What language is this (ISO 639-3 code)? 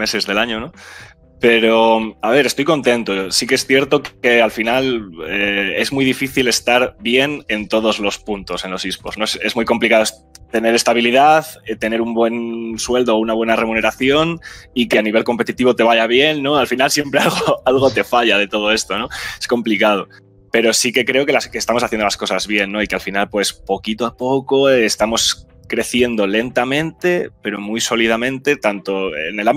spa